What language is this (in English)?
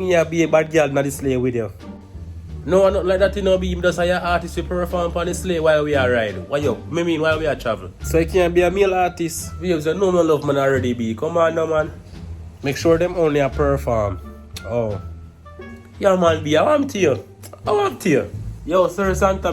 Jamaican Creole English